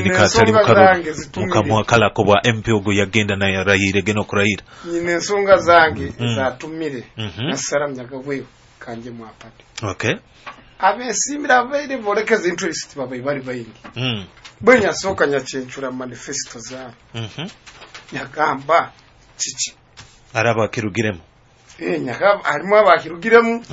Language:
Nyoro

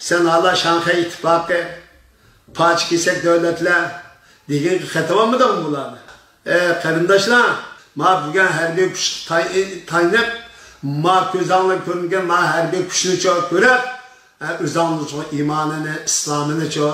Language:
Uyghur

